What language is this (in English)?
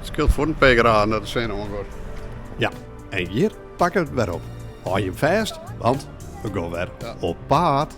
Western Frisian